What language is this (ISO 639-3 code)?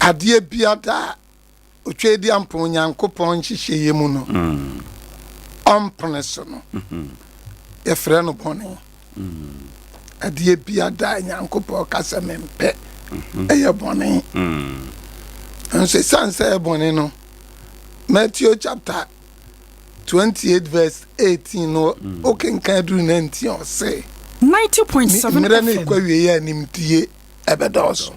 aka